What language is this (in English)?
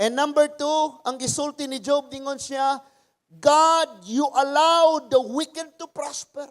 Cebuano